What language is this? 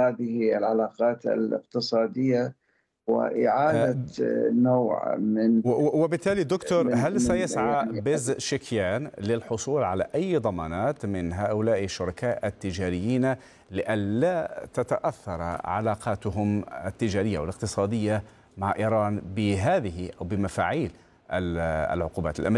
Arabic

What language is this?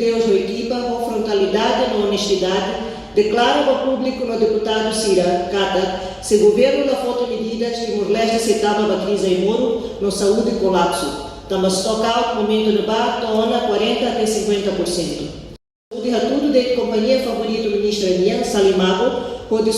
Tetum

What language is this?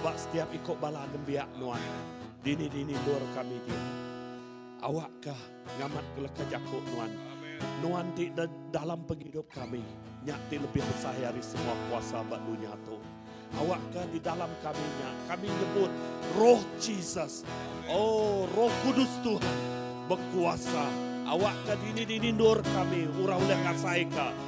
Iban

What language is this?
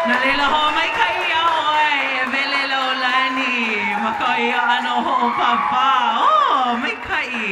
Hawaiian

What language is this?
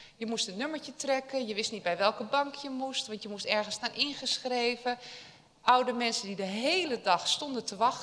Dutch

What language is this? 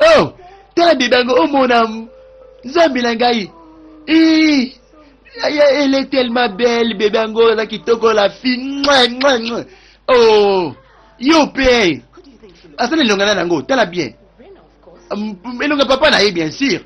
Lingala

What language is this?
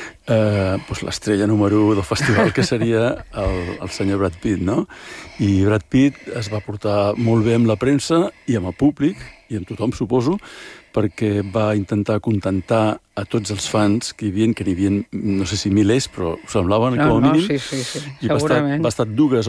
Catalan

